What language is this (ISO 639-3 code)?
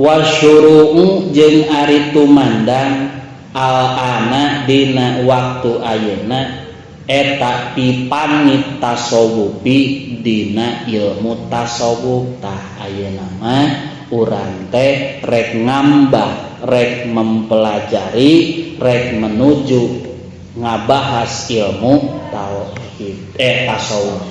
sun